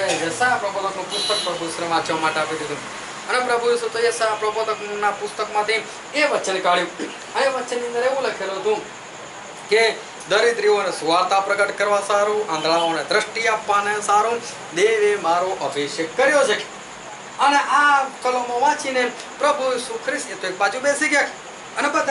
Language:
Gujarati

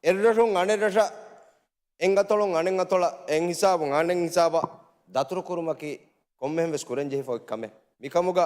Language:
Divehi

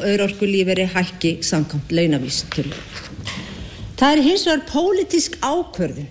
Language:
Icelandic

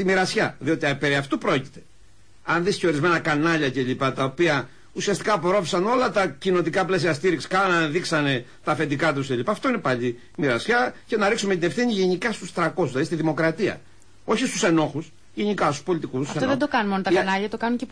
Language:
Greek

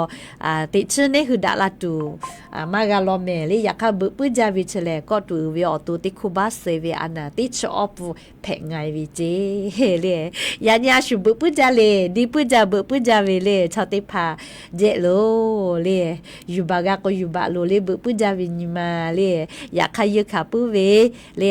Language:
Lahu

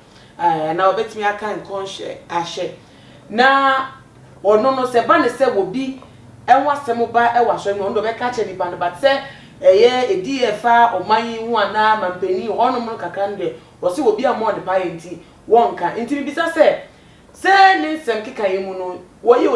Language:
Akan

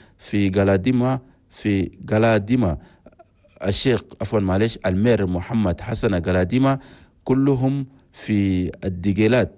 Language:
Chadian Arabic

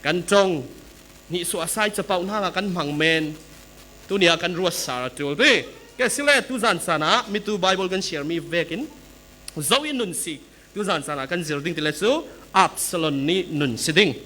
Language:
Falam Chin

